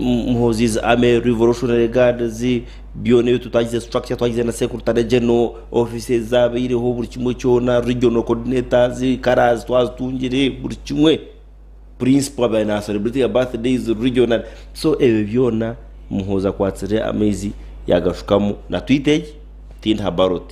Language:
Nyankole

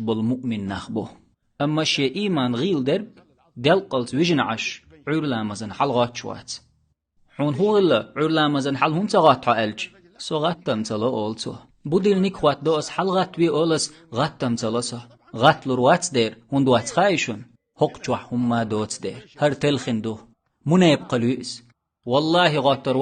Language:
Chechen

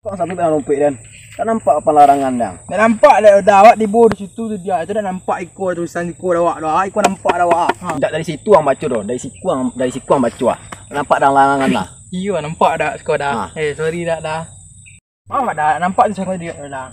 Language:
Minangkabau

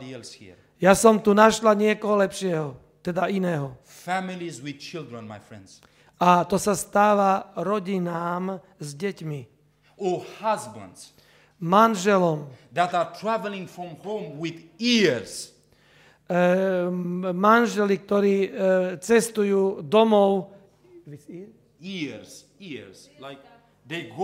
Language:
Slovak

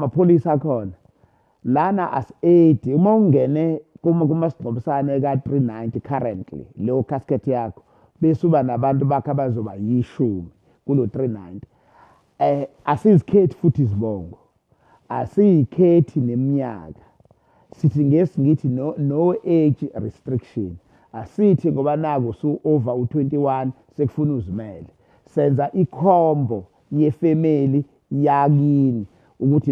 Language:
Zulu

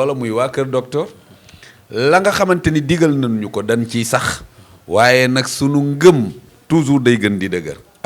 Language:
Wolof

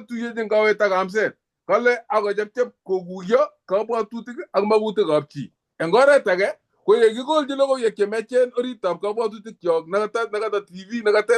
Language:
Kalenjin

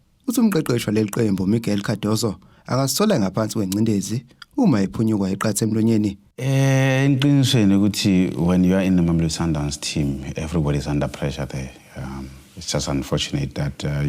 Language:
Zulu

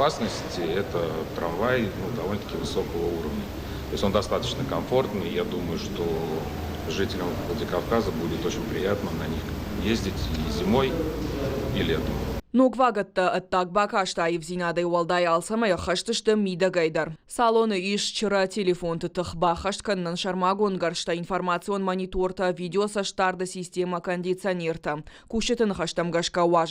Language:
Ossetic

